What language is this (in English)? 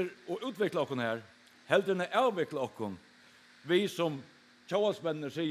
Faroese